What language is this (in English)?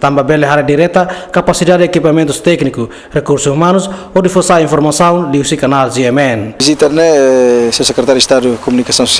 Tetum